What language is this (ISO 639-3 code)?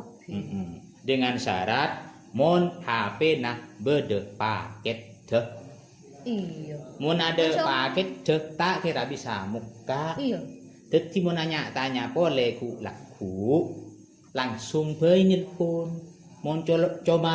mad